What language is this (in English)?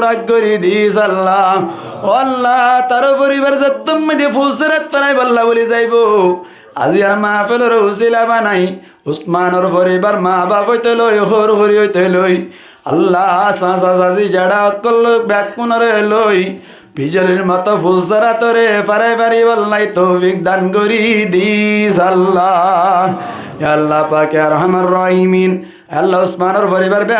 Rohingya